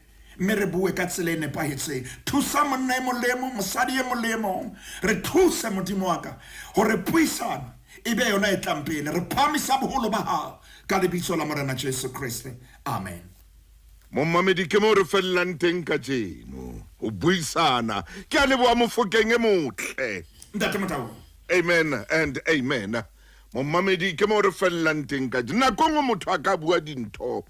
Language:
Southern Sotho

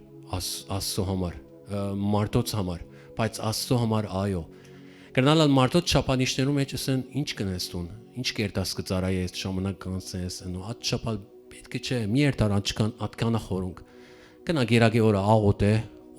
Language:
Western Armenian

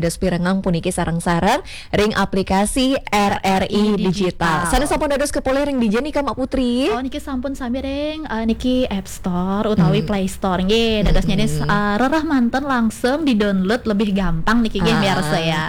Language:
Balinese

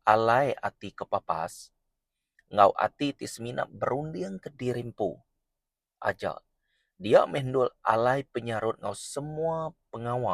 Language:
Iban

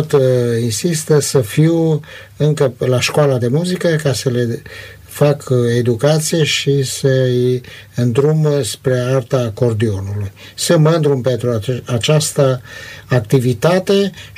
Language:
Romanian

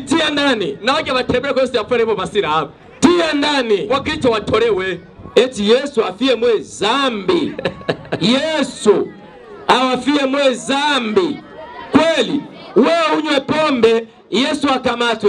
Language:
Rundi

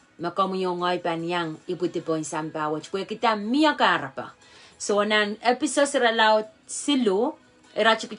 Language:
Pohnpeian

